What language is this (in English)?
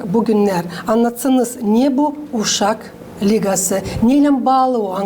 Gagauz